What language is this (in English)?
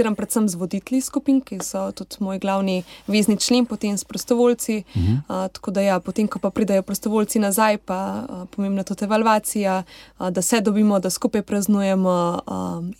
Slovenian